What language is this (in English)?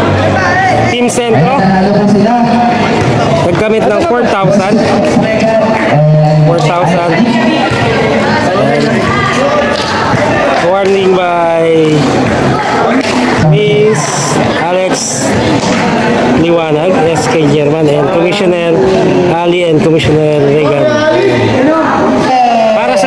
Filipino